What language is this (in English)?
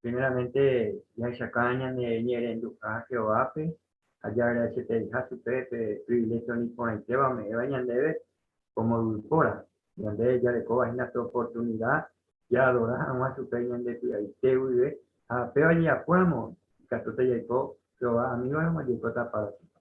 Guarani